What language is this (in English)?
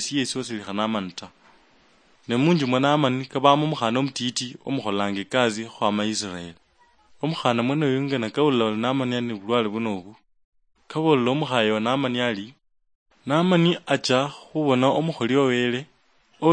Luyia